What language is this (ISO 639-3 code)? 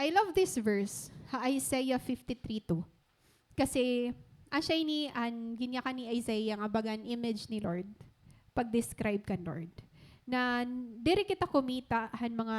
war